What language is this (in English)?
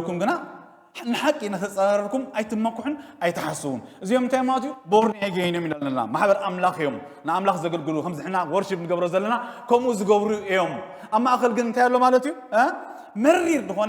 Tigrinya